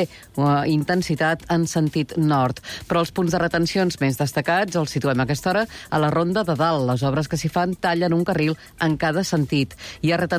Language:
Catalan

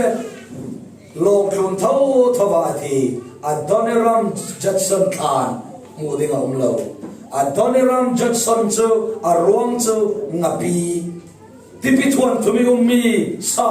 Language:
Falam Chin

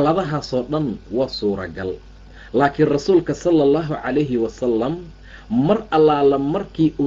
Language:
Somali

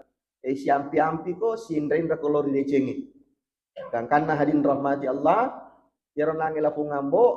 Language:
Buginese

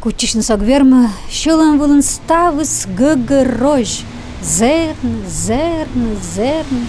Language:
Komi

